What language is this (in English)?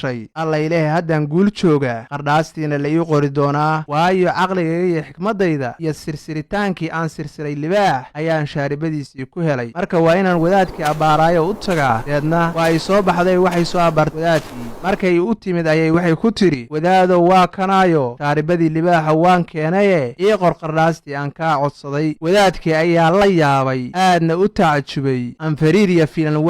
Somali